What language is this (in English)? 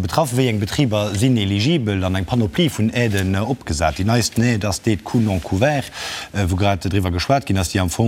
Luxembourgish